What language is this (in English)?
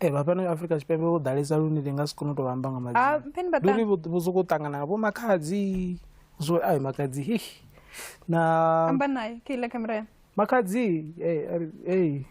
Venda